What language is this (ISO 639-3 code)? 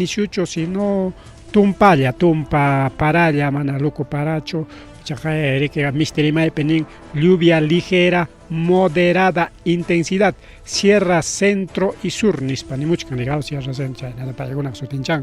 quy